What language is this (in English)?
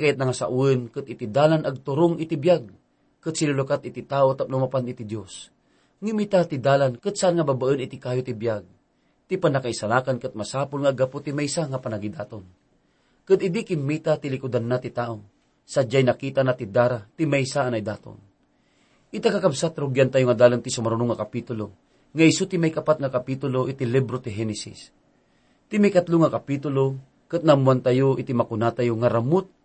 Iloko